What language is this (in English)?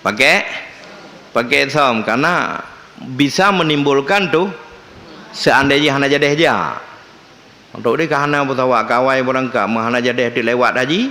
Achinese